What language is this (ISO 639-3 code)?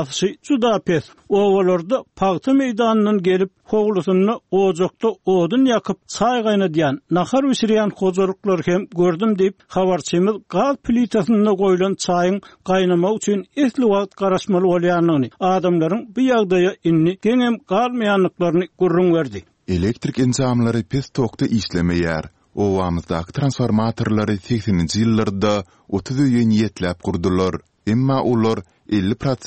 tuk